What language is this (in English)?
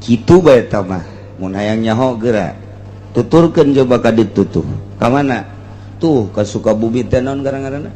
Sundanese